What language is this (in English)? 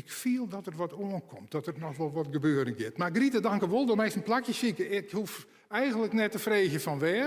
Western Frisian